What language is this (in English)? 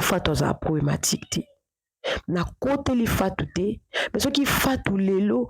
Lingala